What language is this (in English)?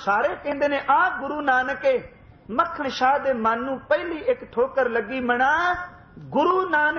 Punjabi